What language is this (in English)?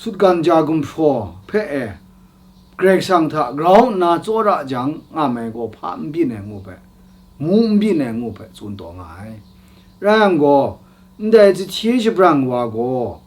Kachin